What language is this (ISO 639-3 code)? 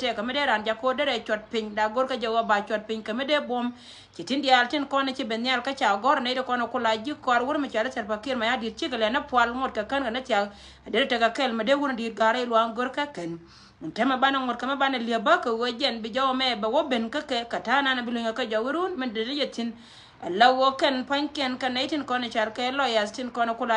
nus